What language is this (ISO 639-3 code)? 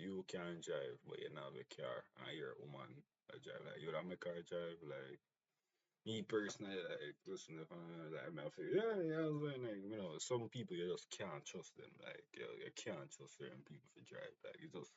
jam